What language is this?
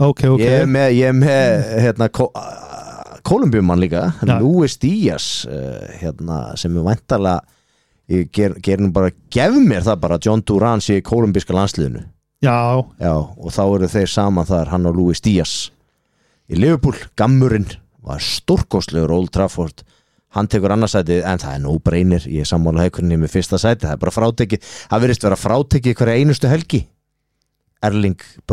Icelandic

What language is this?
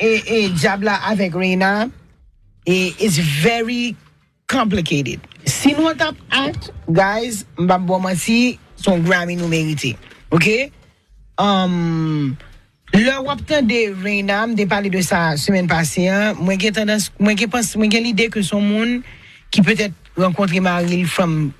Haitian Creole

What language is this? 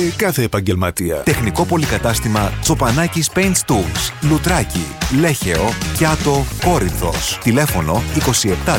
Greek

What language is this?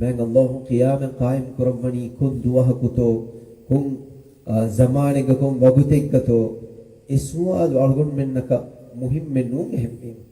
Divehi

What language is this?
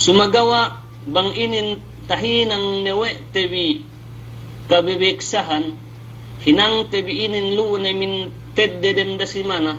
Yakan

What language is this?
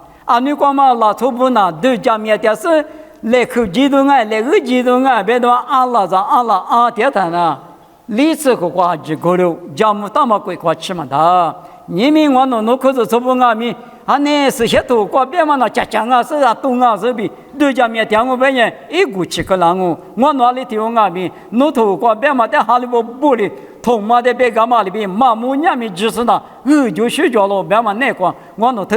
Lisu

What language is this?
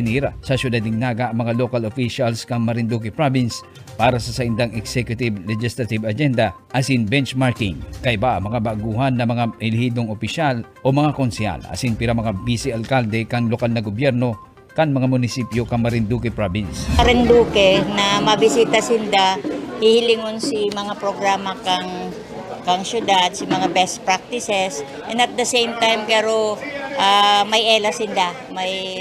Bikol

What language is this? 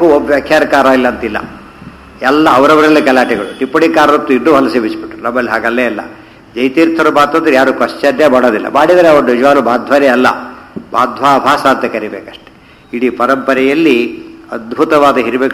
Kannada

